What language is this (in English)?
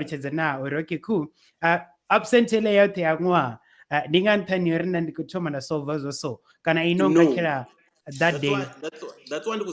Venda